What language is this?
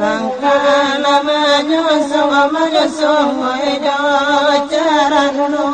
Minangkabau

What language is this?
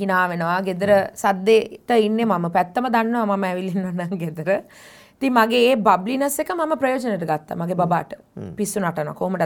Sinhala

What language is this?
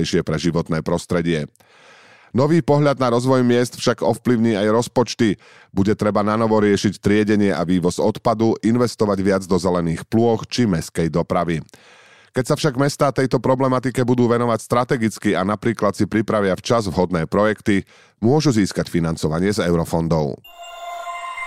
Slovak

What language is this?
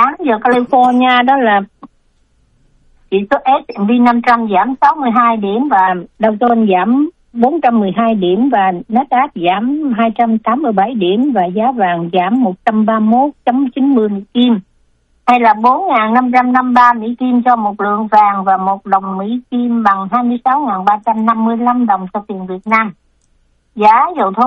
Vietnamese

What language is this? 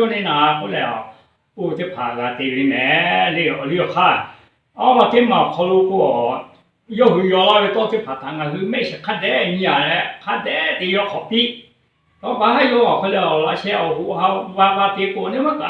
Lahu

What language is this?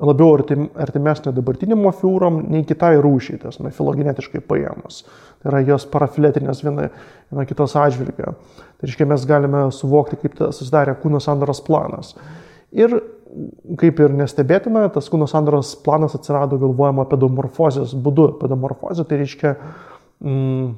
Lithuanian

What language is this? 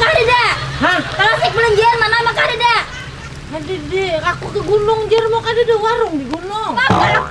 Banjar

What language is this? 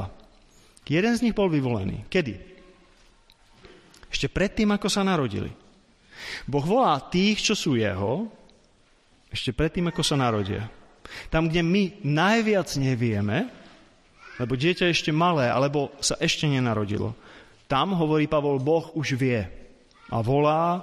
Slovak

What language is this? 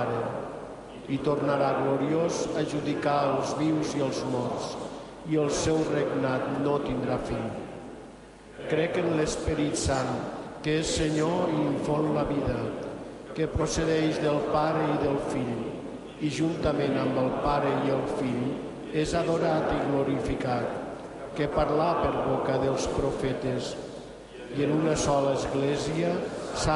Catalan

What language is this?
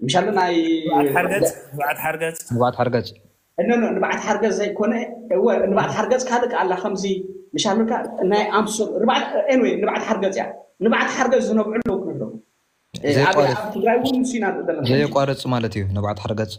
Tigrinya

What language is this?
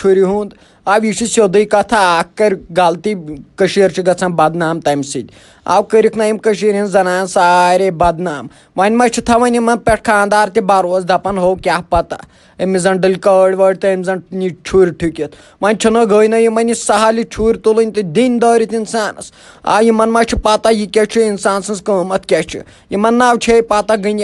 Kashmiri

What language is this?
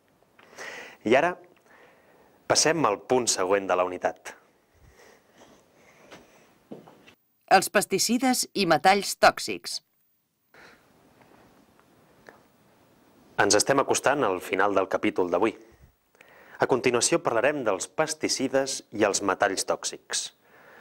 Catalan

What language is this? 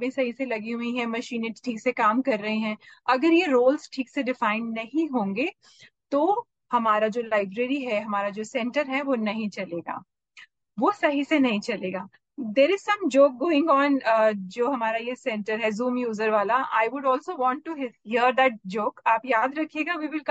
Hindi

